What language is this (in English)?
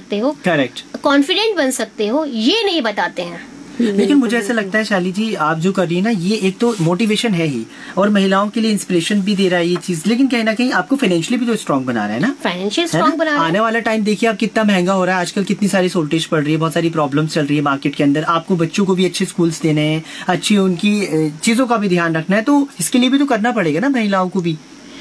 Hindi